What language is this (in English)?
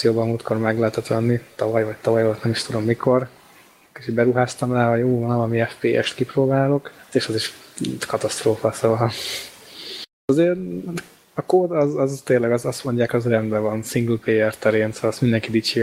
Hungarian